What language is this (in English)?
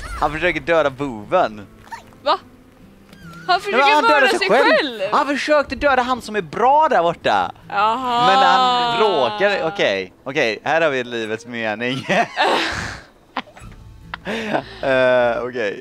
Swedish